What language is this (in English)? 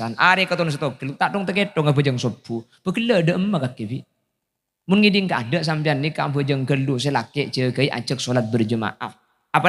Madurese